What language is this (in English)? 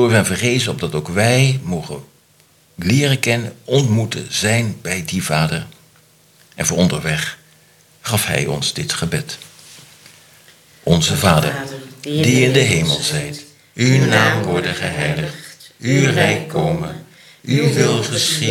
Dutch